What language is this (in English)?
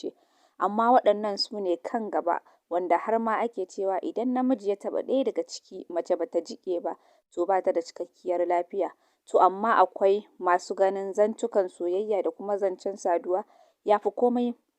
Hausa